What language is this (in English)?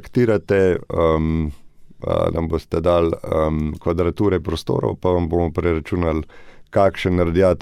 Slovenian